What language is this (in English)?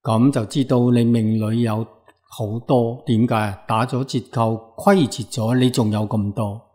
Cantonese